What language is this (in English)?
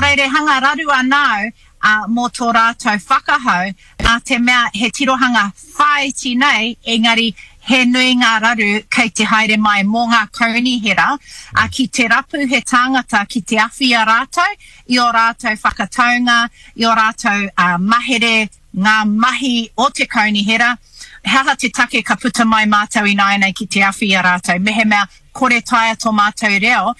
Māori